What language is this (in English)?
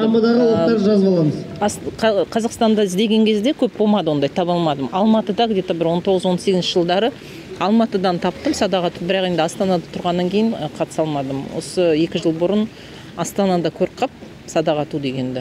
Kazakh